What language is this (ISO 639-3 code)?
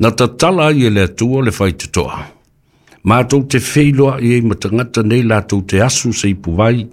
smo